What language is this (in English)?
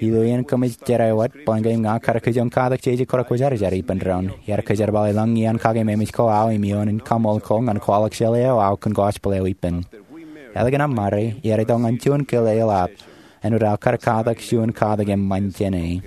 Marshallese